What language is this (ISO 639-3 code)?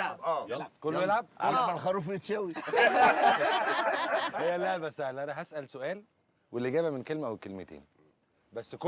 arz